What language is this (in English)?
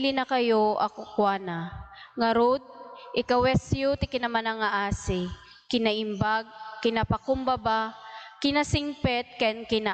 Iloko